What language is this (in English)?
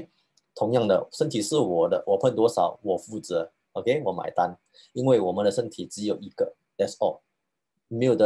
Chinese